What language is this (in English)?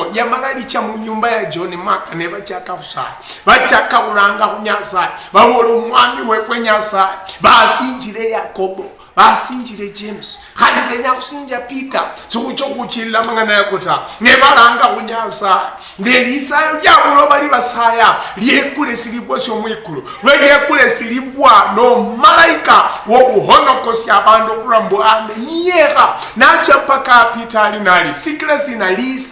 Luyia